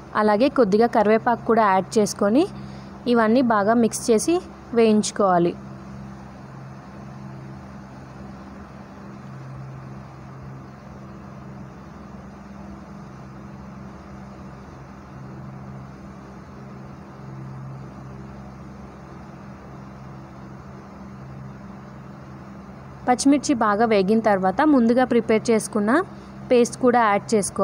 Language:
Telugu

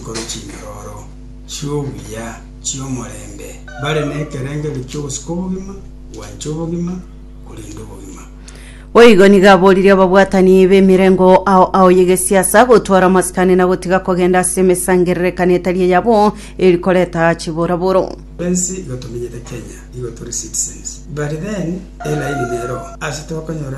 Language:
Gusii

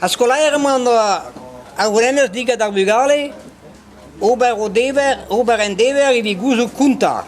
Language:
Breton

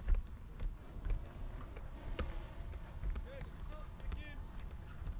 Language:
Danish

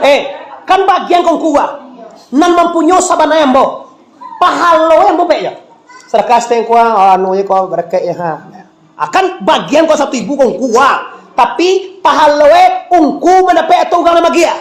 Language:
Minangkabau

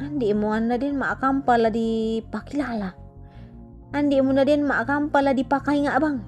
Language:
Toraja-Sa'dan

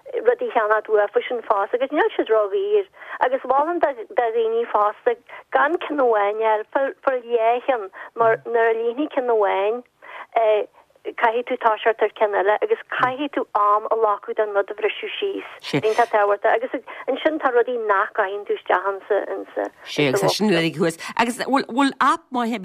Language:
Irish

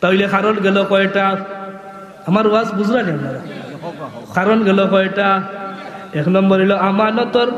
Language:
Sylheti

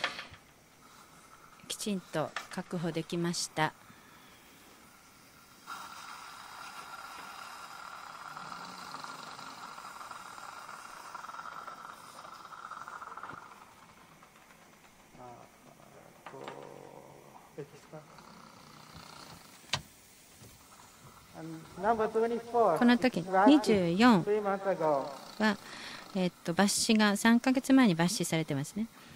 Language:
Japanese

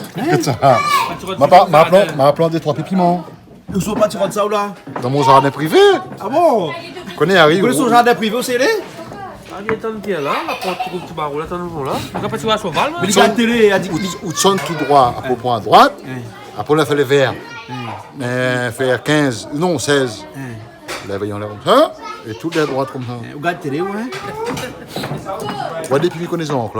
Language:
Réunion Creole French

